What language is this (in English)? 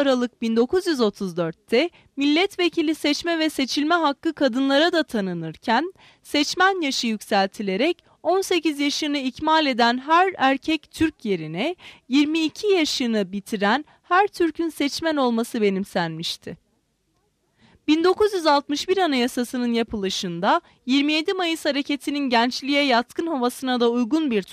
Turkish